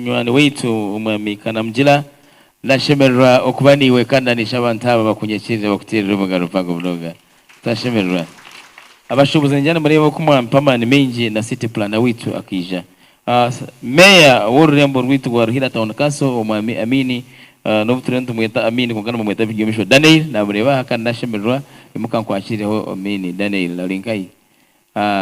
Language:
Nyankole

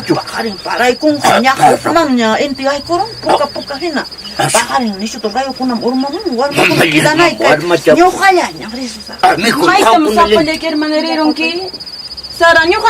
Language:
Quechua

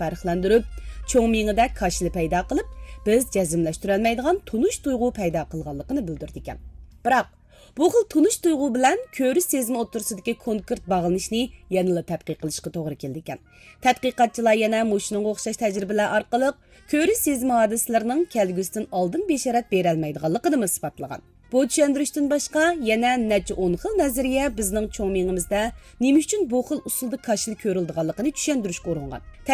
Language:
Uyghur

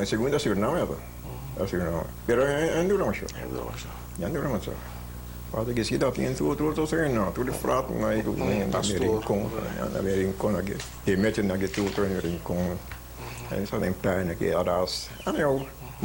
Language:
Papiamento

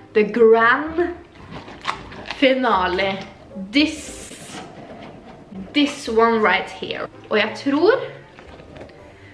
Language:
Norwegian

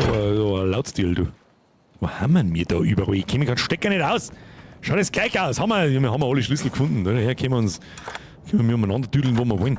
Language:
Bavarian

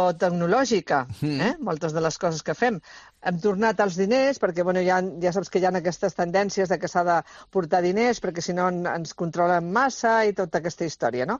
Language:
Catalan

